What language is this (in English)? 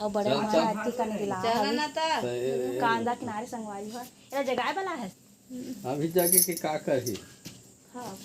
Chhattisgarhi